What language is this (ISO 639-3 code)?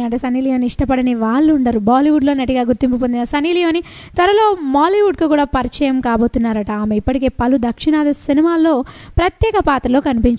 tel